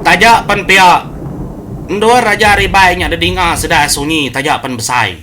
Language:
Iban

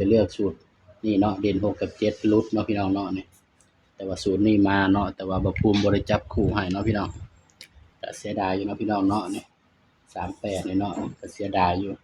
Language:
Northeastern Thai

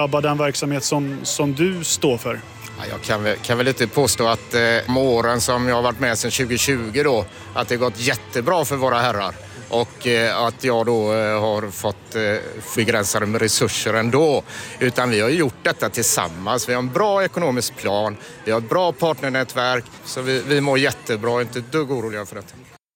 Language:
Swedish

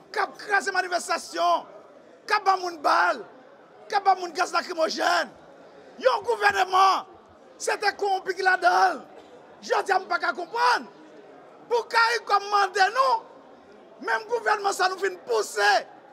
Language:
Haitian Creole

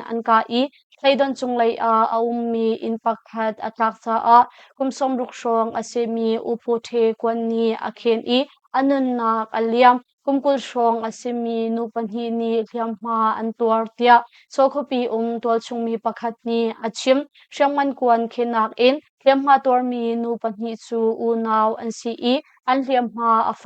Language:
Hakha Chin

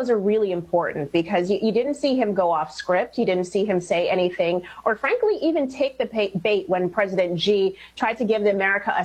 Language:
English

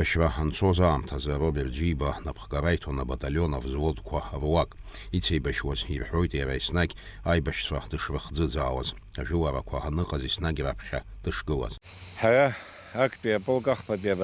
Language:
Abkhazian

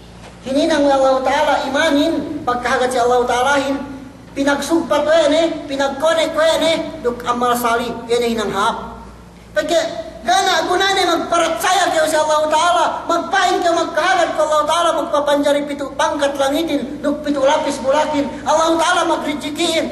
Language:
Yakan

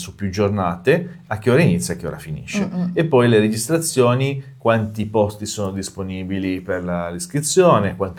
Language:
Italian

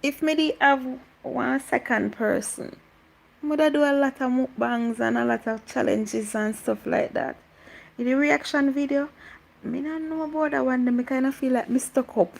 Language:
Jamaican Creole English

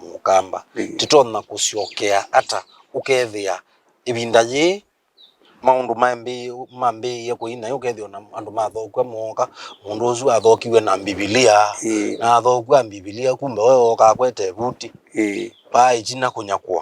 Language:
Kamba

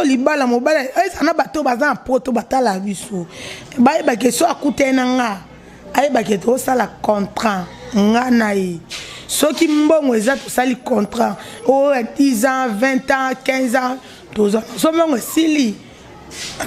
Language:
Lingala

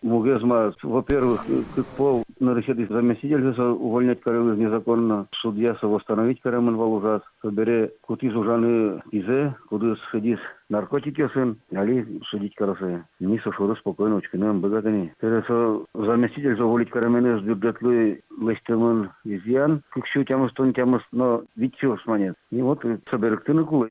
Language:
Udmurt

